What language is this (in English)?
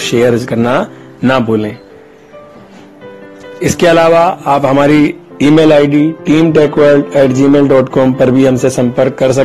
Hindi